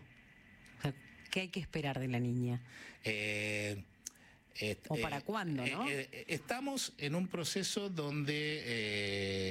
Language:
Spanish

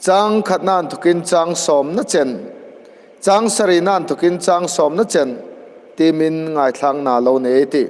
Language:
Hmar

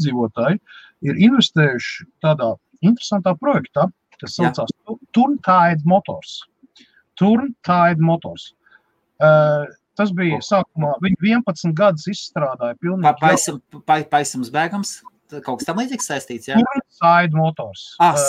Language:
Latvian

